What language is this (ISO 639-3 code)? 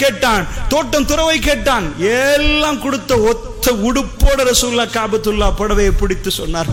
tam